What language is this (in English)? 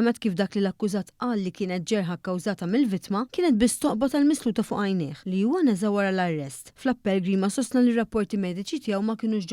Maltese